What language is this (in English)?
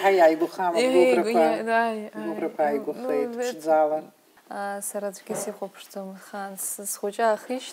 Abkhazian